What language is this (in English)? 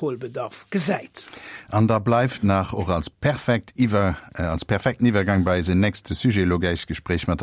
Luxembourgish